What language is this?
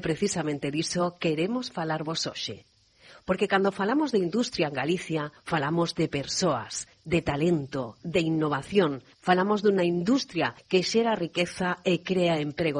Galician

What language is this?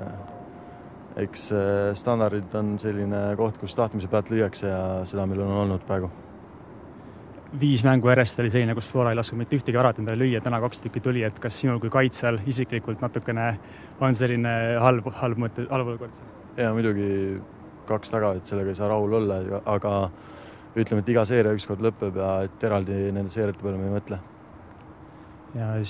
Estonian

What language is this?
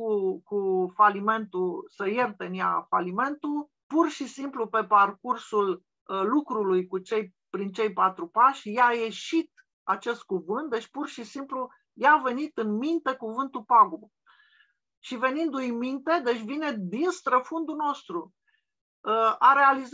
Romanian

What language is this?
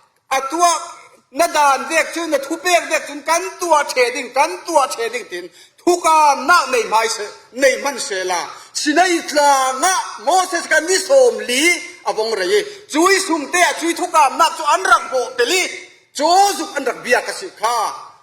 Falam Chin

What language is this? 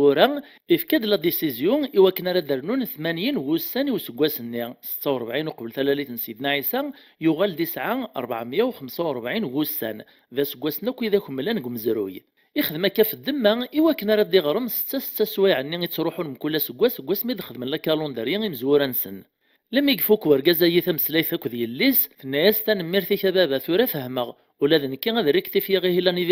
Kabyle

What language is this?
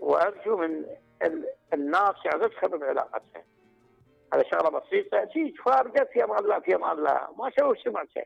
Mesopotamian Arabic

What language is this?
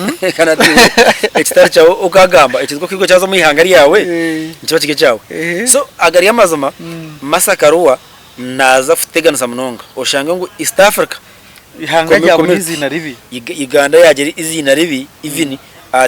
Nyankole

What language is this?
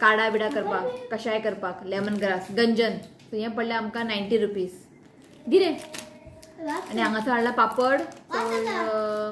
Konkani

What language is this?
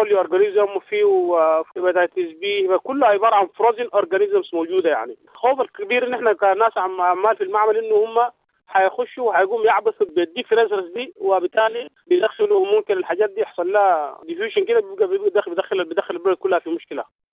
Sudanese Arabic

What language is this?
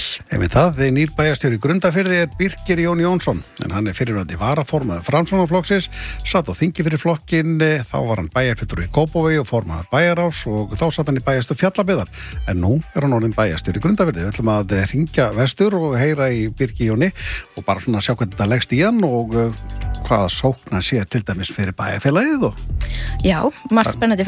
Icelandic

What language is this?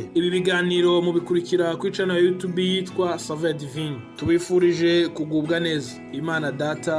Rundi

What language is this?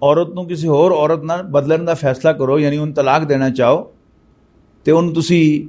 Western Panjabi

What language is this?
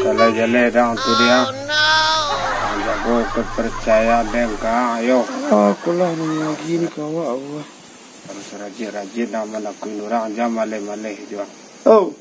Minangkabau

